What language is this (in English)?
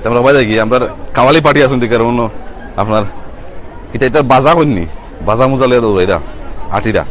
Sylheti